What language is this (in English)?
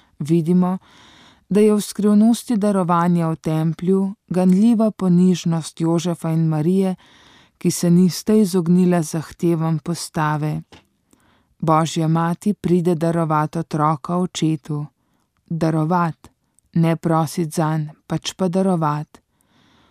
Slovenian